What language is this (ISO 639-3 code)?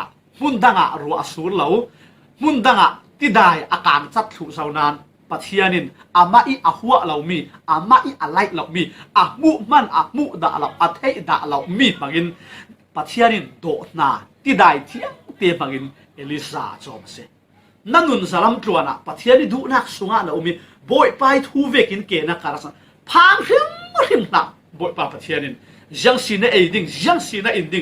cfm